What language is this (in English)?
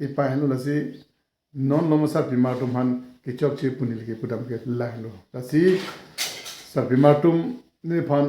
Karbi